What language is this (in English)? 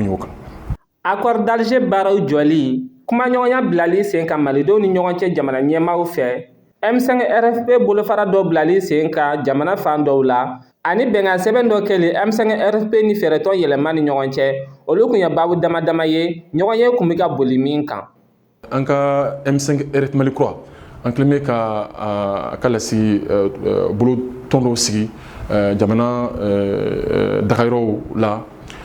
Bambara